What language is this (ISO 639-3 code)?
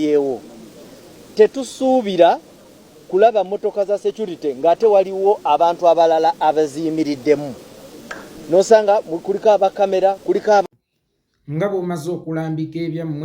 lug